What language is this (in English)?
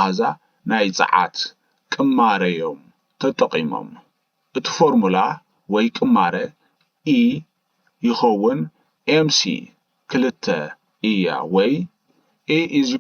Tigrinya